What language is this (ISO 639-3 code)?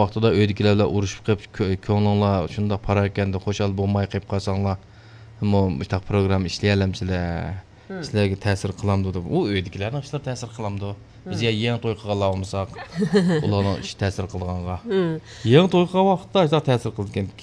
uig